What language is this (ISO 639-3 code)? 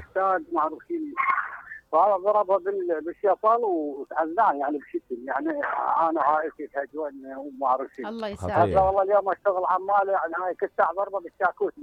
acm